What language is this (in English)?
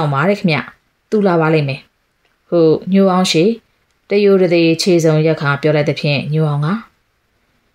Burmese